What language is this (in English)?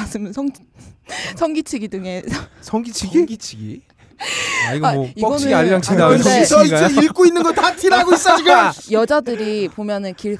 Korean